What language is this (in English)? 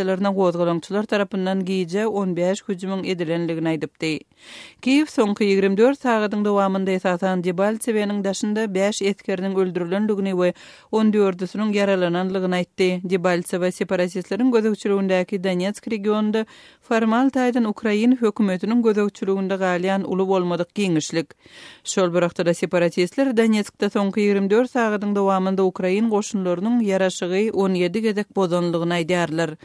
Turkmen